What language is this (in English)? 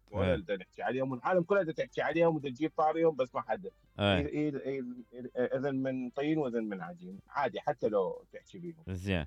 Mesopotamian Arabic